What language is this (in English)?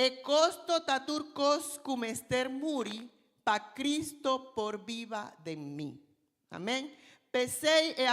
Papiamento